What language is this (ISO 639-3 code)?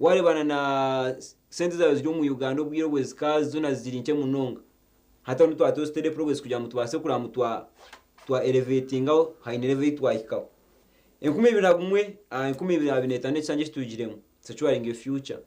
nyn